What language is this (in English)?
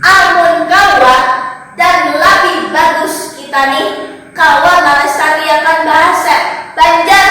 Banjar